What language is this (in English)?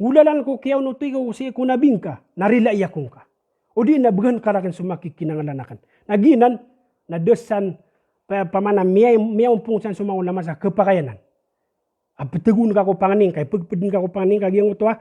Maranao